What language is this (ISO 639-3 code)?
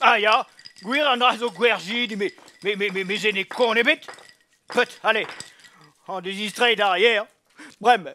bre